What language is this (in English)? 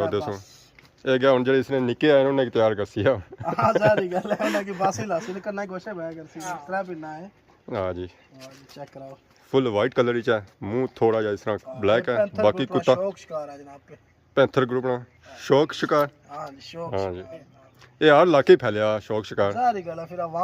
Pahari-Potwari